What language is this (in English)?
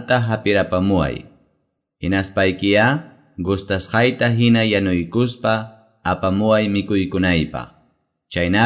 Quechua